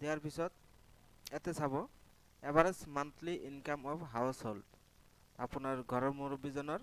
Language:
Assamese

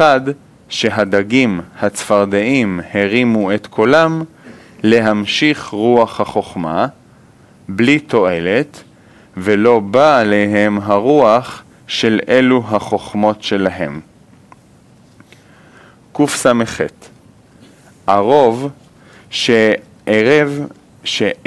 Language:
Hebrew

